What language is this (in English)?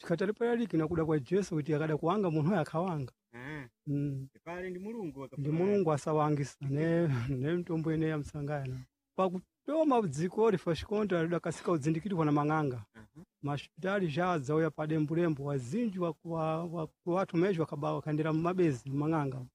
Sena